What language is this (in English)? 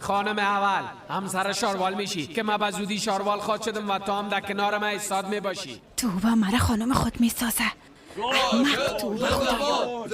Persian